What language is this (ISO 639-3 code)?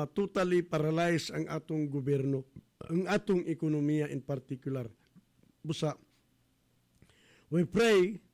ceb